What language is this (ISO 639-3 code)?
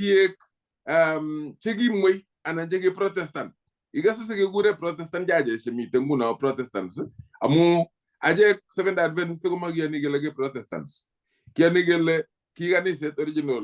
kln